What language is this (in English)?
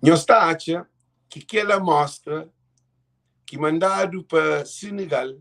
Kabuverdianu